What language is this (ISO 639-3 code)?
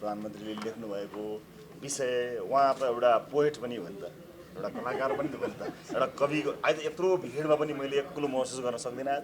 nep